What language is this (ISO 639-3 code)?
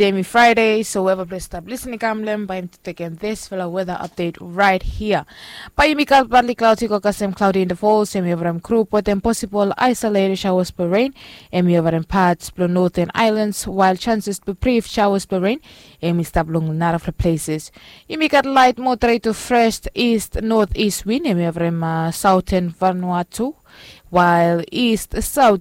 bis